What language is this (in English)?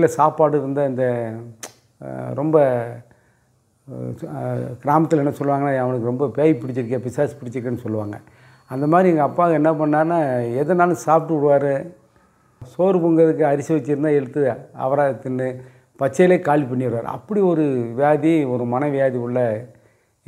Tamil